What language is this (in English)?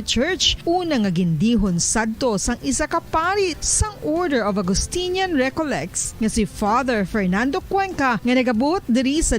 Hiligaynon